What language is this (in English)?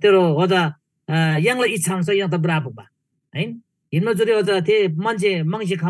Eastern Tamang